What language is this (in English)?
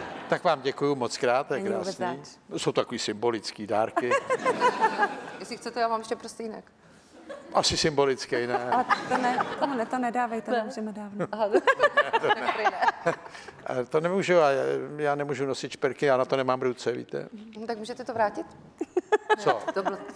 Czech